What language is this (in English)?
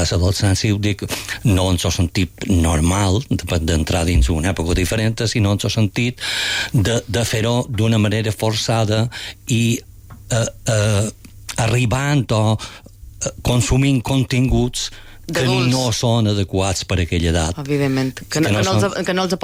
Catalan